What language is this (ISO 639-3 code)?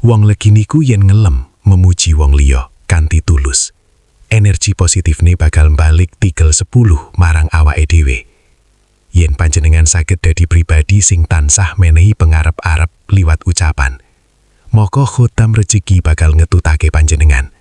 jav